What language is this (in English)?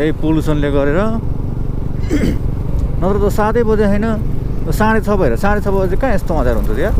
Nepali